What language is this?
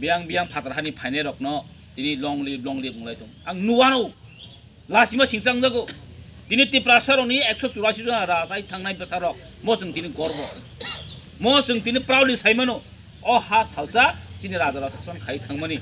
Kok Borok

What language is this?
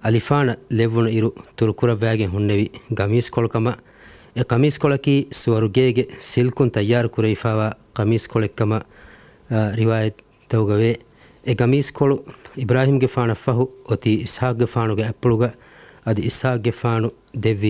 Divehi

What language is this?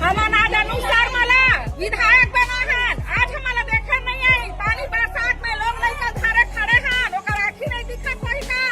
Chhattisgarhi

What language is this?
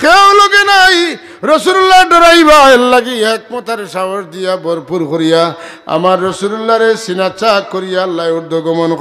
Sylheti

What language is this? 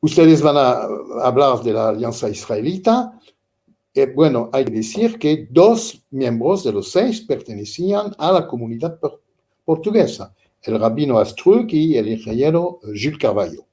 Ladino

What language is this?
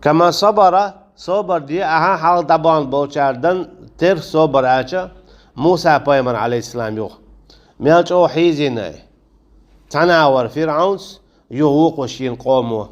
Chechen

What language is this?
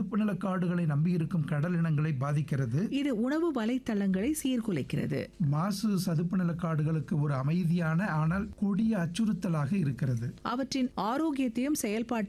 Tamil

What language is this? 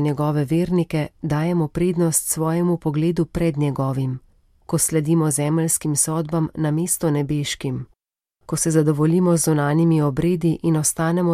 Slovenian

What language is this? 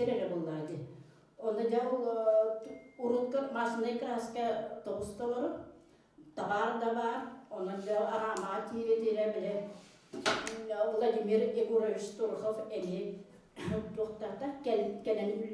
Yakut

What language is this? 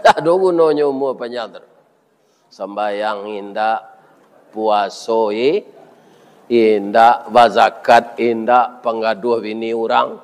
Minangkabau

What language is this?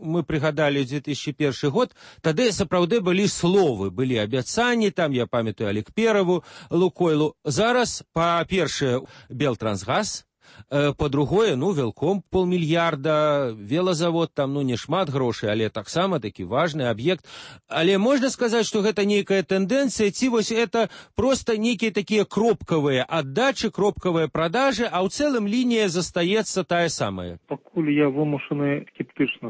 Belarusian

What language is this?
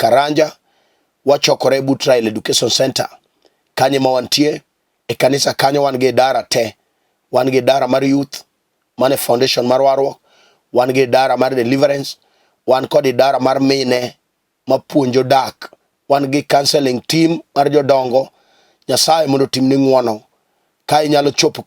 Luo (Kenya and Tanzania)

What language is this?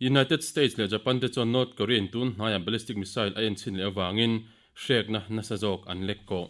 Mizo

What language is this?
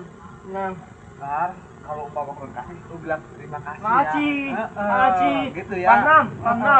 Betawi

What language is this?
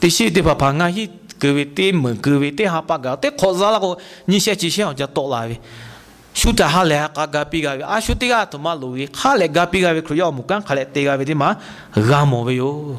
Lahu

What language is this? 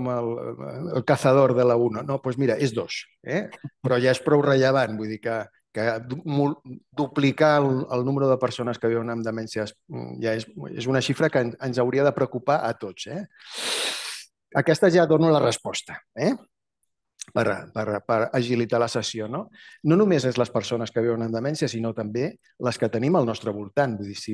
Catalan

